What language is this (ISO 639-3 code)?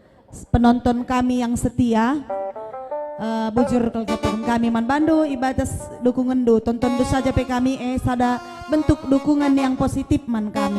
btx